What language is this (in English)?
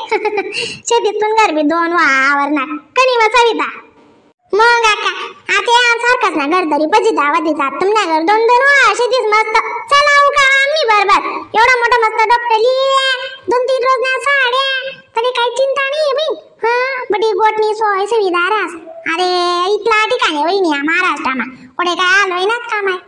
Khandesi